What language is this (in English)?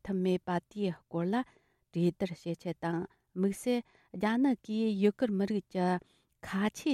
Tibetan